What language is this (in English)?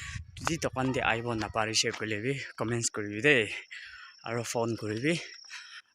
Naga Pidgin